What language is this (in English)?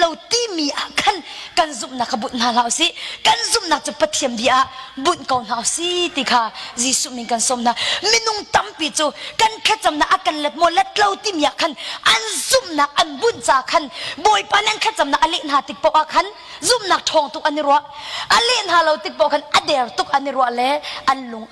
Hakha Chin